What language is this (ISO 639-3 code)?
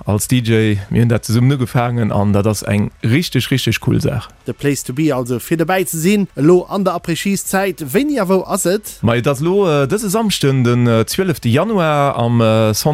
ltz